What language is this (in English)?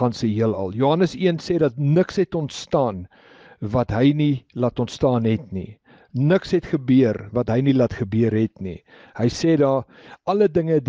Afrikaans